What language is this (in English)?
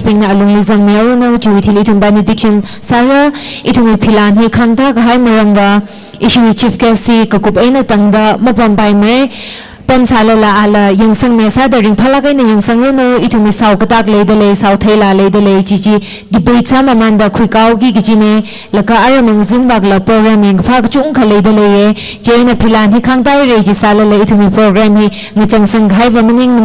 Tangkhul Naga (India)